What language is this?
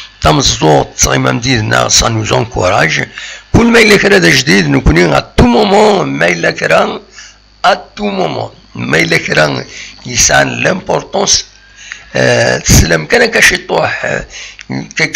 Kabyle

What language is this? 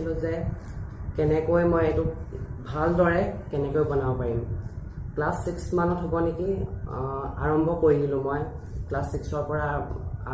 Assamese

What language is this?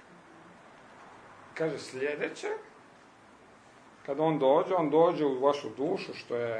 Croatian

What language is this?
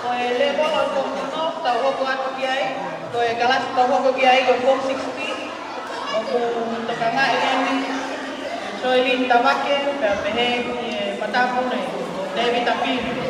Tongan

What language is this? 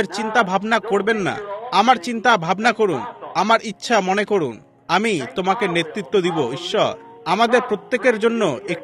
Bangla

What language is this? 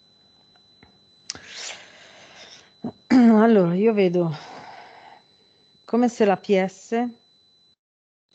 Italian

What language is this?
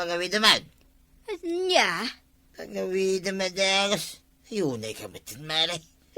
Iloko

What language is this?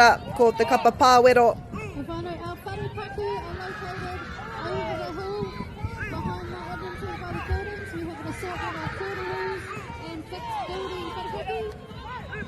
Māori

